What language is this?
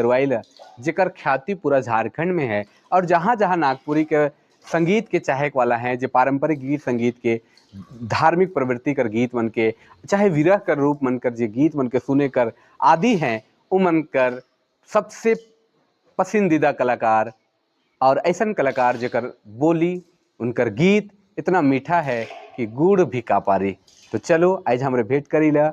Sadri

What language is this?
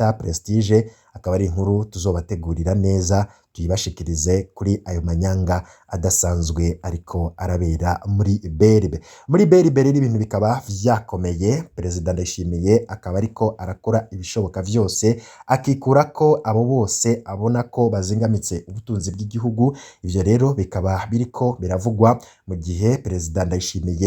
Rundi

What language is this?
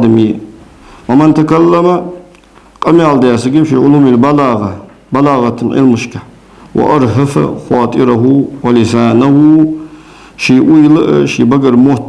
Ingush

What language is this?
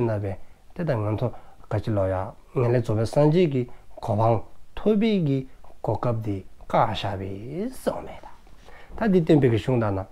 Dzongkha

